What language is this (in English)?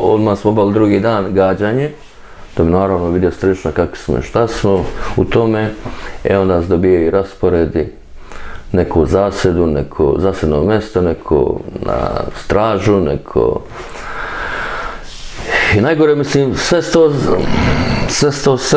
Serbian